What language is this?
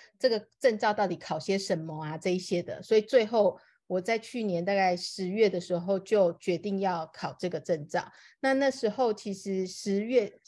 Chinese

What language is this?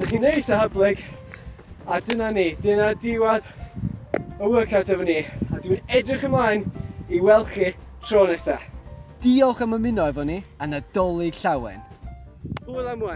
Welsh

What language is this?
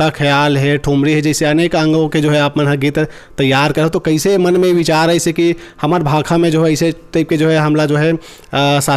Chhattisgarhi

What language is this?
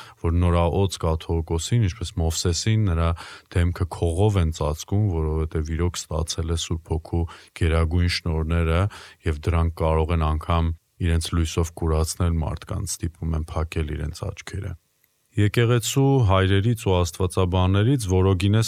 Armenian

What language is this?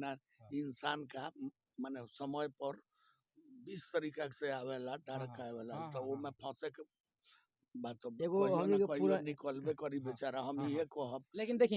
Bhojpuri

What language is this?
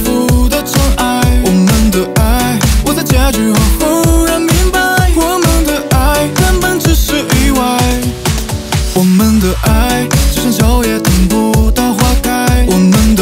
Chinese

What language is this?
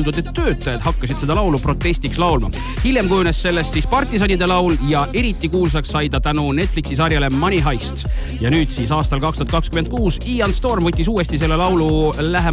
Estonian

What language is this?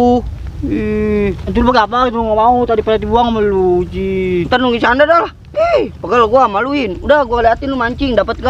Betawi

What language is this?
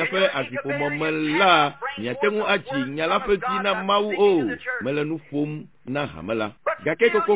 Ewe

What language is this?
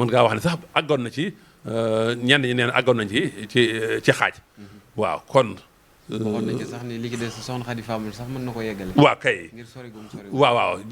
Wolof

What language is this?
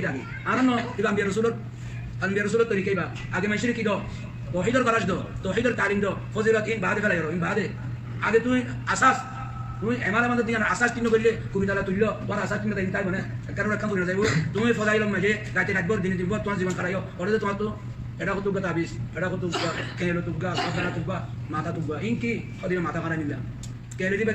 Rohingya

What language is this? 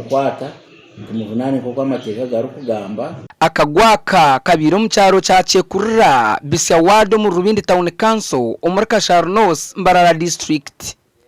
Nyankole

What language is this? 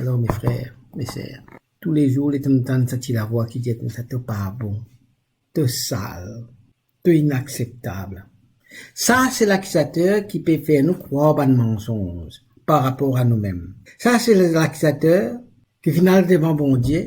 Morisyen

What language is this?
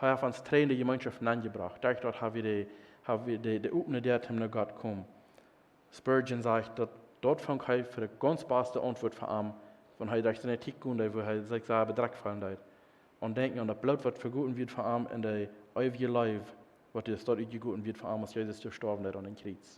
Plautdietsch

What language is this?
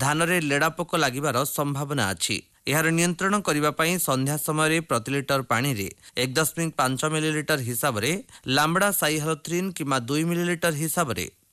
Odia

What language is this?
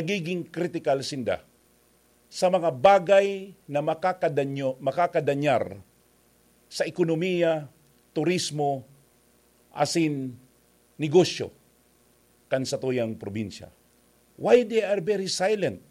Bikol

